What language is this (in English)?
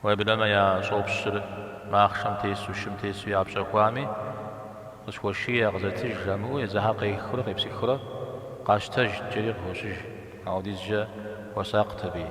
Kabardian